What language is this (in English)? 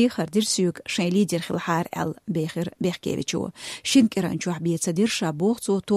Chechen